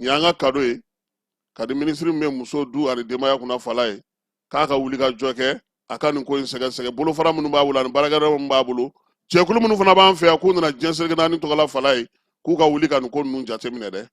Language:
Bambara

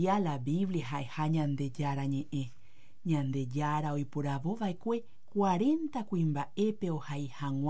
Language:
Guarani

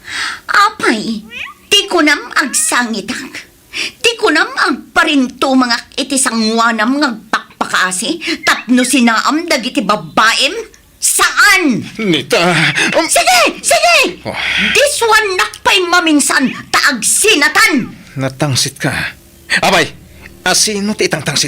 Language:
Iloko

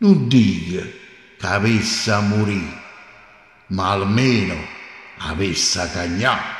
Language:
Neapolitan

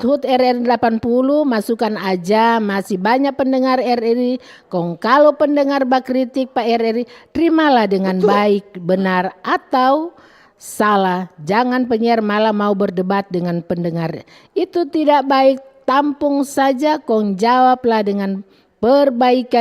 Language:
Manado Malay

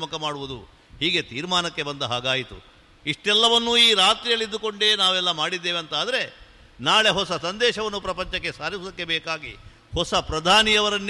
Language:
Kannada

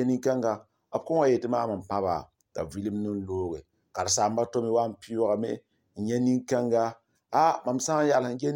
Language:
Mossi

